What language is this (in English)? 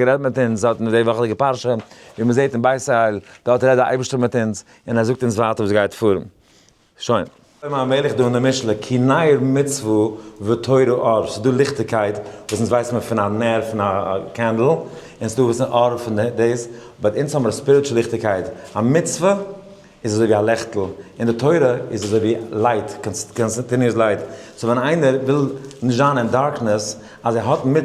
Yiddish